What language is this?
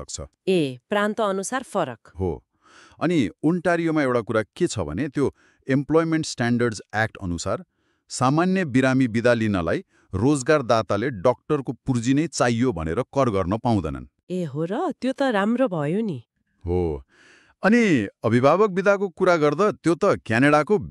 Nepali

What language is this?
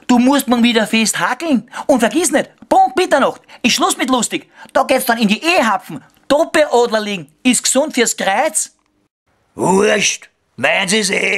Bavarian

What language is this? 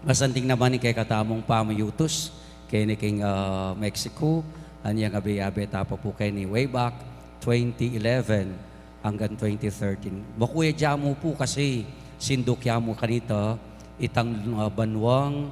Pampanga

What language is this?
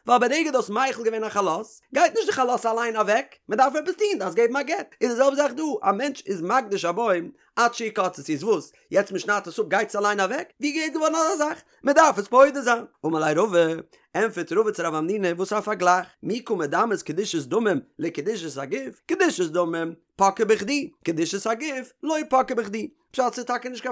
Yiddish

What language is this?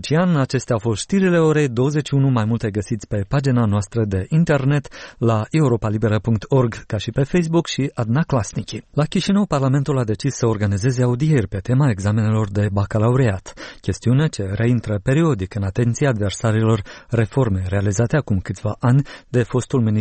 Romanian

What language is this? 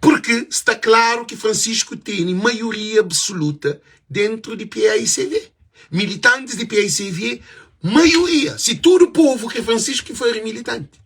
Kabuverdianu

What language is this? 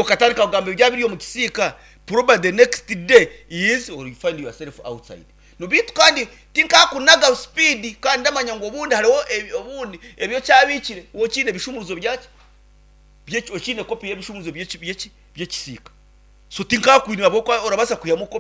Nyankole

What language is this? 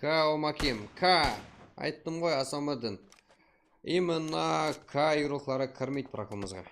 Kara-Kalpak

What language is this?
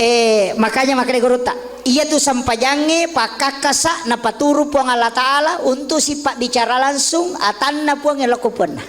Buginese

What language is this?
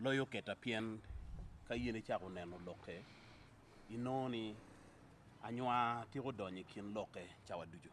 Acoli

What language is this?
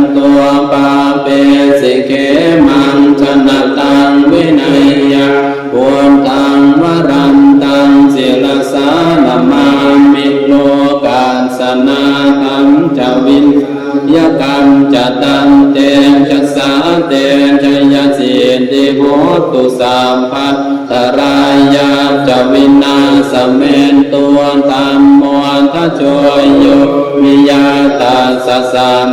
Pali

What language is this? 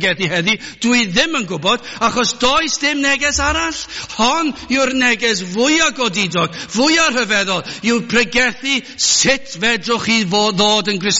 Welsh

